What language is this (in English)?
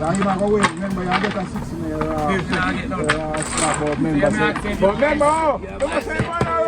Jamaican Creole English